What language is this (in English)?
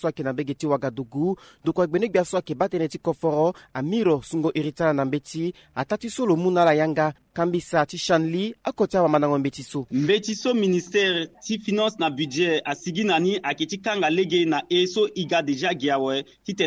Sango